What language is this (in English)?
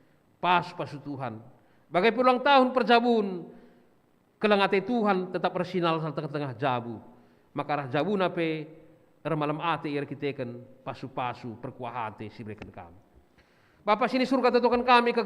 Batak Karo